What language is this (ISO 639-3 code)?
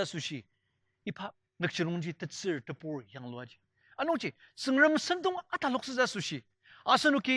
njo